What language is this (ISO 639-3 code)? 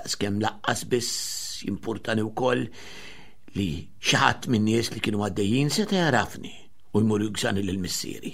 mlt